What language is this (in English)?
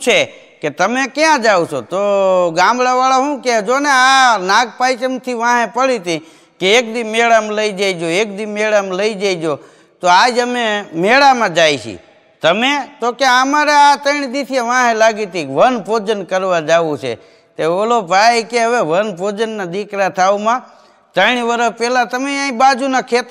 Gujarati